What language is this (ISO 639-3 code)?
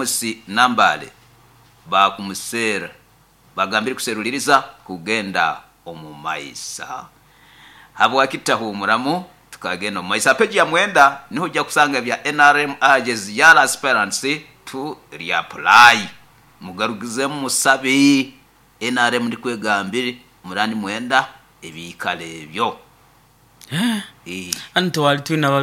nyo